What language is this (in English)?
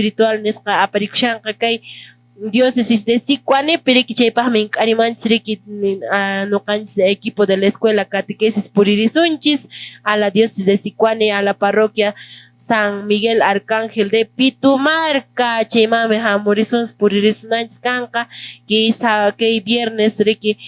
Quechua